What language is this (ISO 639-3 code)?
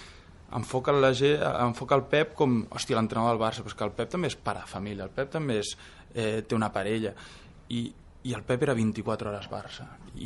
cat